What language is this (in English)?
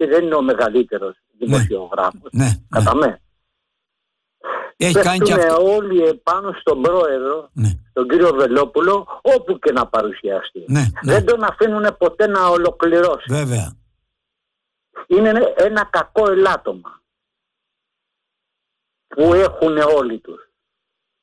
Greek